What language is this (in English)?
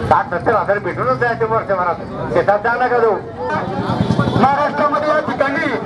Marathi